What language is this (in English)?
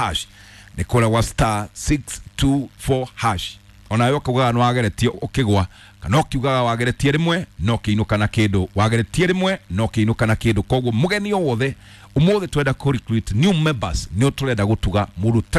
Kikuyu